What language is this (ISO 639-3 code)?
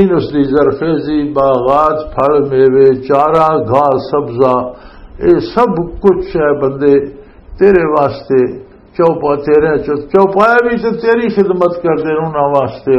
lah